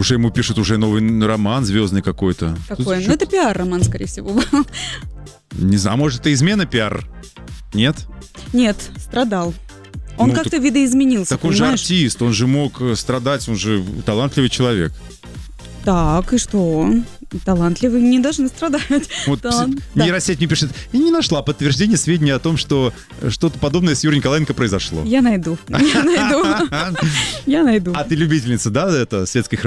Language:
Russian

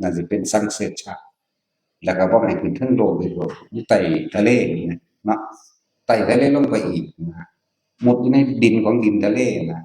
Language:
Northeastern Thai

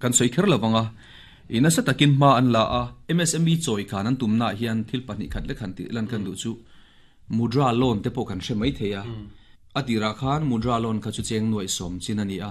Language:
Mizo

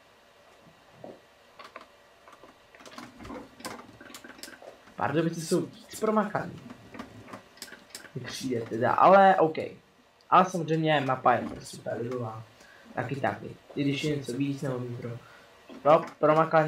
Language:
Czech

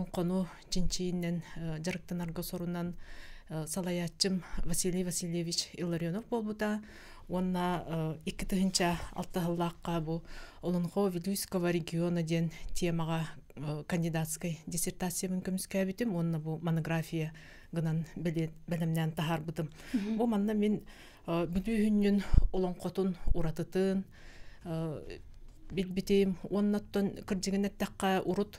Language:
Yakut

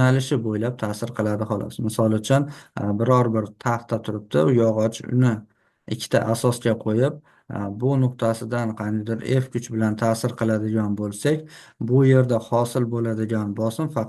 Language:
Uzbek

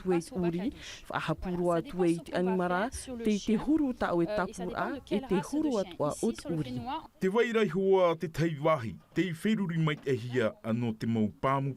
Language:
Tahitian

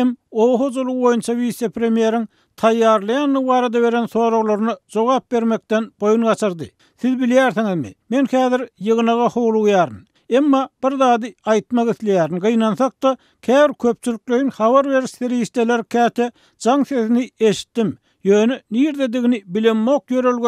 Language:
Turkmen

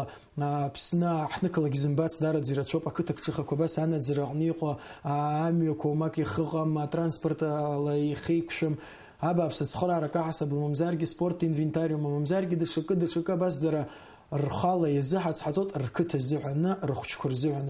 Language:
Abkhazian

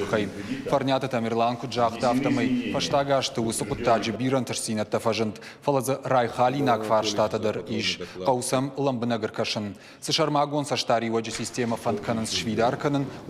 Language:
Ossetic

